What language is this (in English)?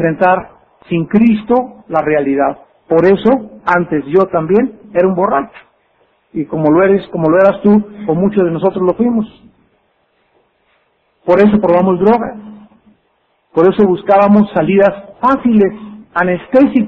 Spanish